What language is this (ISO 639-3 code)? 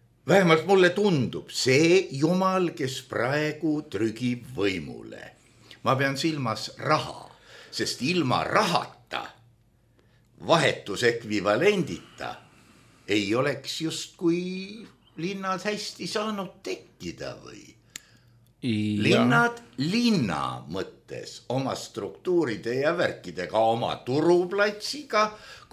est